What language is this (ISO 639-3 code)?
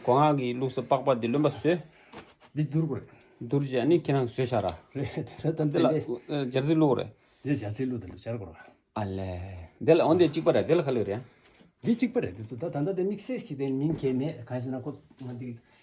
bod